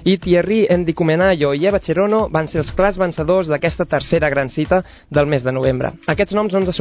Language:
Catalan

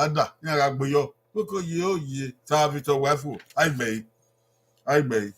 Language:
Bini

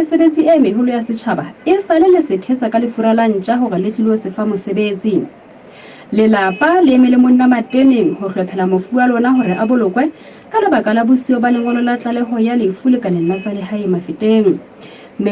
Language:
Southern Sotho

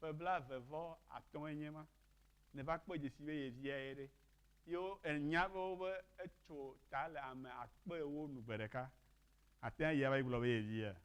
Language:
Ewe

